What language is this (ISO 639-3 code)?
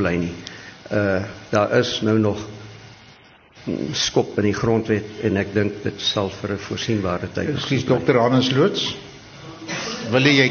afr